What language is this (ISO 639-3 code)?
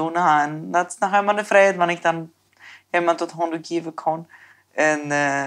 pdt